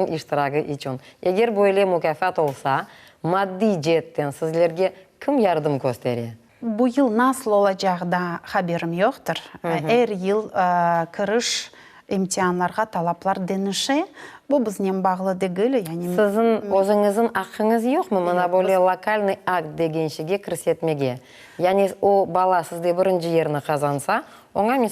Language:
Crimean Tatar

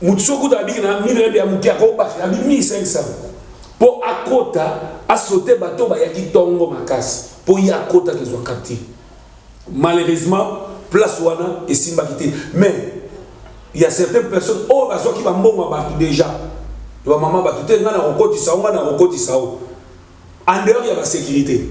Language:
Lingala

